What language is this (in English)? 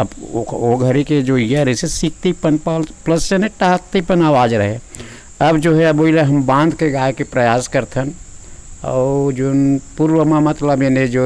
Chhattisgarhi